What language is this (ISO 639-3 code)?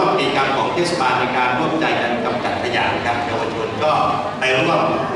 tha